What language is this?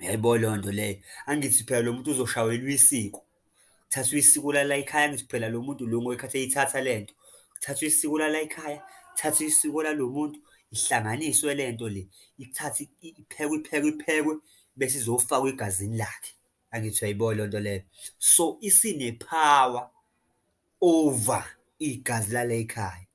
Zulu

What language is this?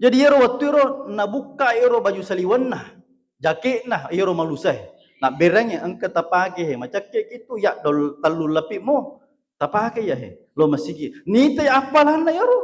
Buginese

